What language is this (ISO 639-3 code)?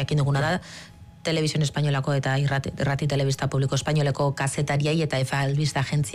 eus